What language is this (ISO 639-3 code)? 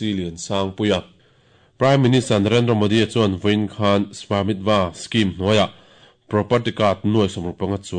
lus